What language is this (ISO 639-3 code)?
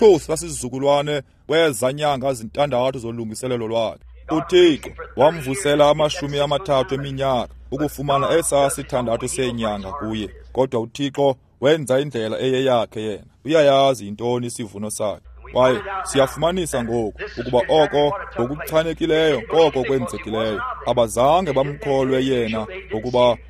xho